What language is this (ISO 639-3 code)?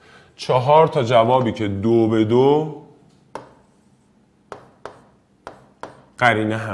fas